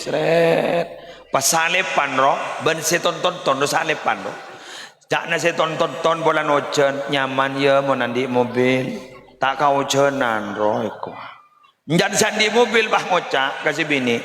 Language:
Madurese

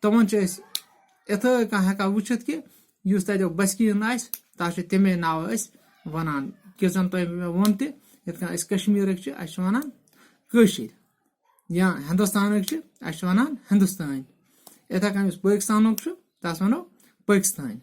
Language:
Kashmiri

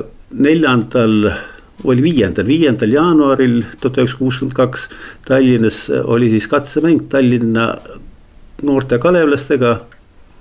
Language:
Estonian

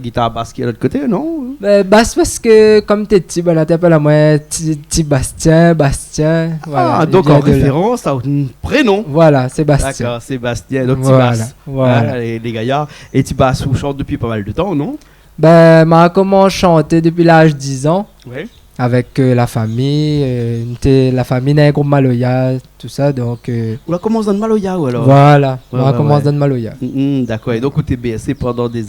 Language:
Réunion Creole French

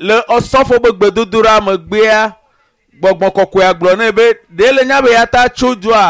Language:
Ewe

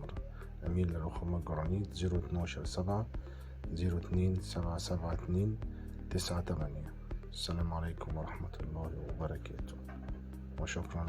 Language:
Egyptian Arabic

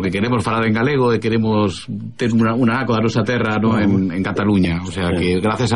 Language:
Galician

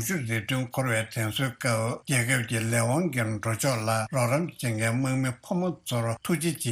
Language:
Tibetan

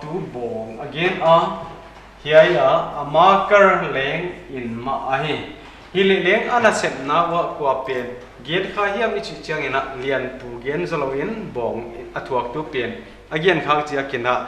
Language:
Paite Chin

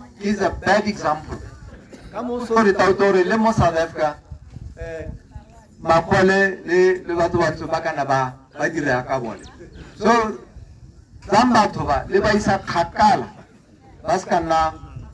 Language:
Tswana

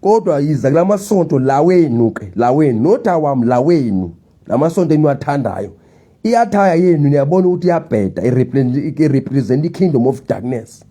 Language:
Zulu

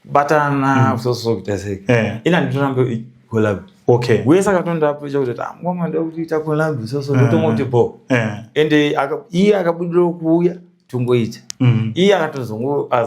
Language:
Shona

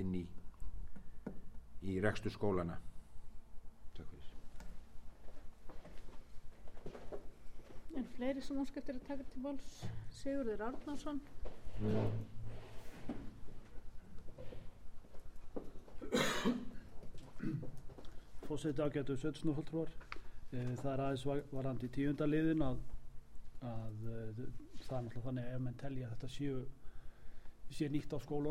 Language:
Icelandic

